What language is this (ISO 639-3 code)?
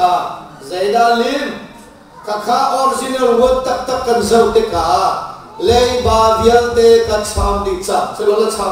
cnh